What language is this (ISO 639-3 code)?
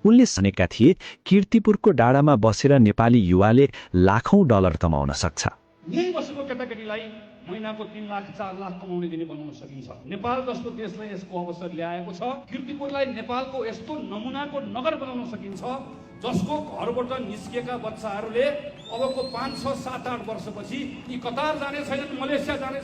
nep